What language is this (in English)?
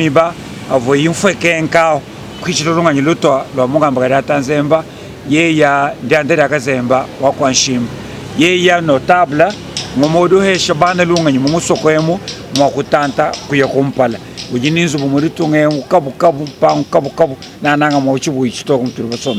Luba-Lulua